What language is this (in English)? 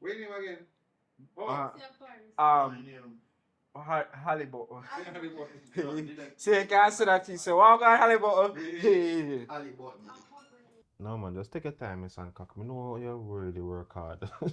Jamaican Creole English